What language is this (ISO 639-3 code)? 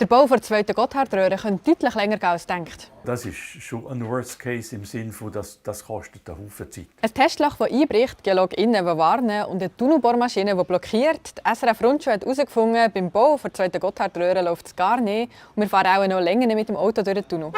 gsw